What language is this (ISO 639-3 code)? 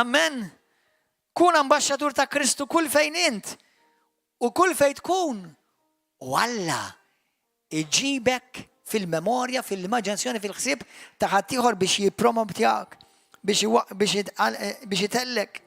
mlt